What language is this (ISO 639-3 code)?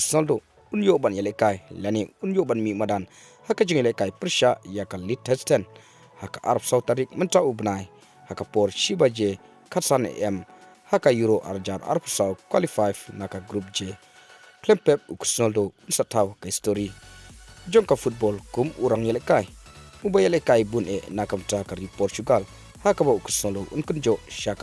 kha